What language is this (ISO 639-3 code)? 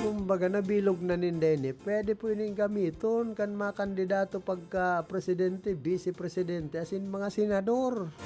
bik